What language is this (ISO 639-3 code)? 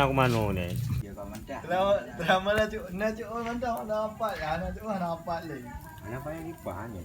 ace